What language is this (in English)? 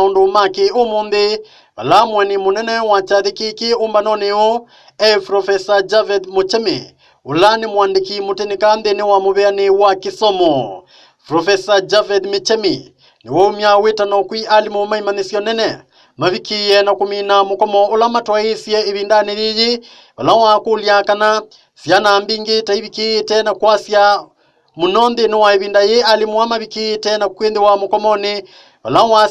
Kamba